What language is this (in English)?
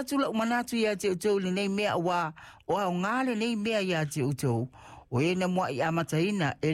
Samoan